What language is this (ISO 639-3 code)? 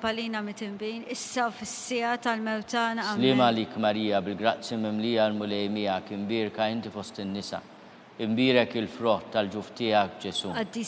mlt